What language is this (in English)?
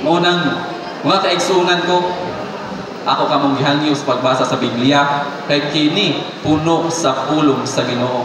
Cebuano